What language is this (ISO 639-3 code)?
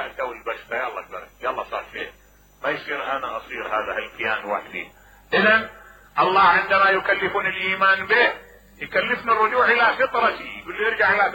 acm